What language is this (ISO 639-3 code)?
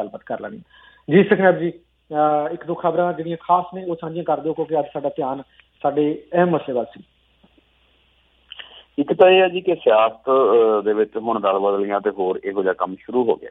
pan